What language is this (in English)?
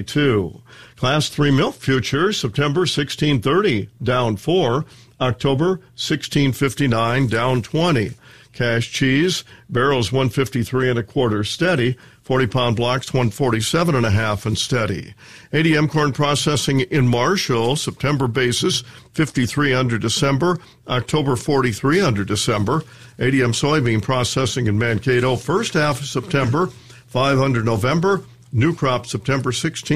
English